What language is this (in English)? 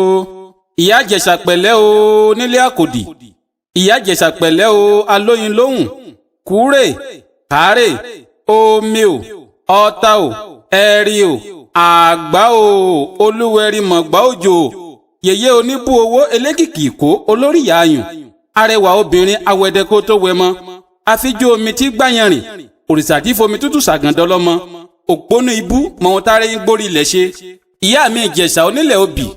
Yoruba